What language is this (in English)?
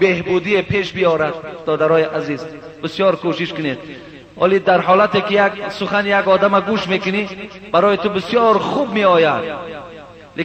Persian